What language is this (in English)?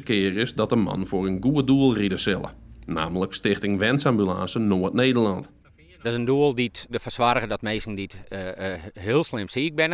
Western Frisian